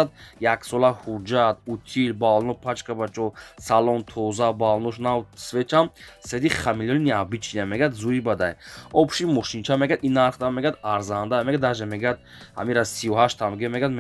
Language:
Tajik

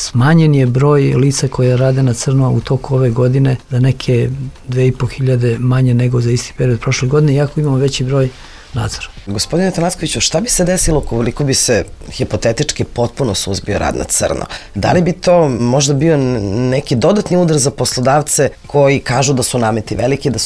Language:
Serbian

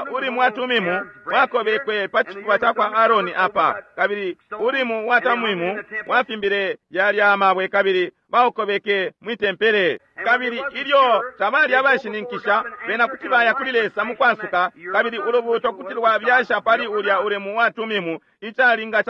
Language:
Bemba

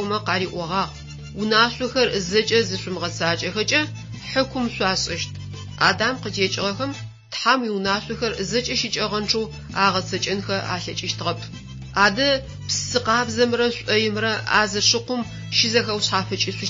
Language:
Adyghe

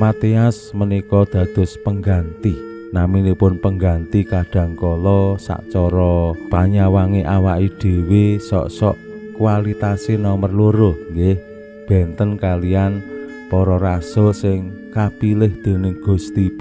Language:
Javanese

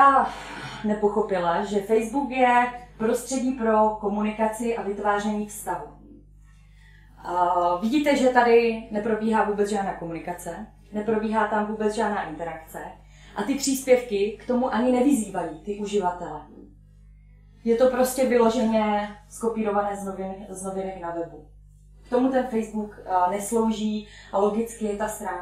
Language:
Czech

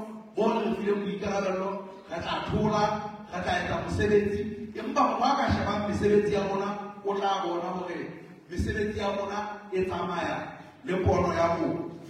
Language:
Southern Sotho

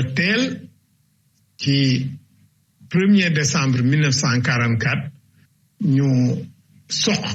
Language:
Wolof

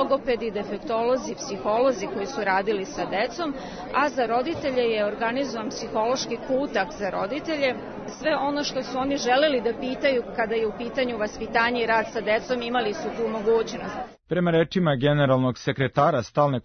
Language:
Serbian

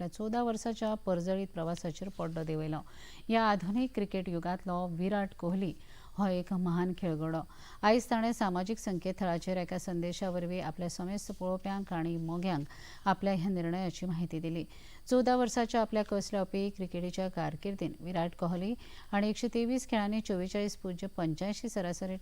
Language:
Konkani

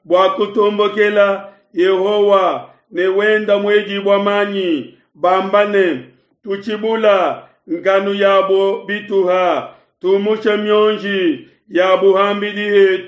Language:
Luba-Lulua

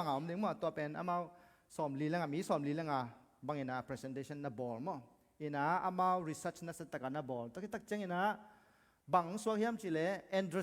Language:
Tedim Chin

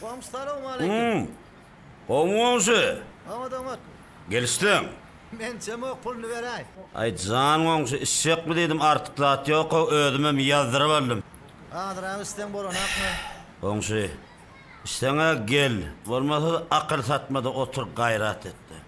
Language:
Turkmen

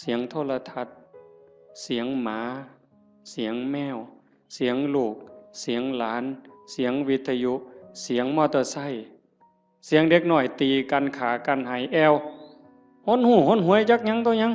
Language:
Northeastern Thai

